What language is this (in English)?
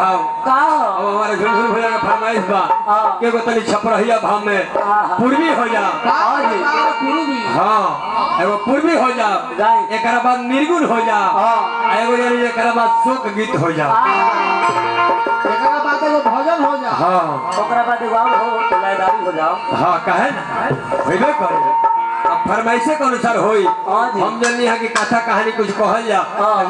Bhojpuri